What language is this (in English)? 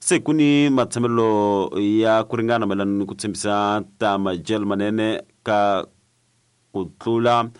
Tsonga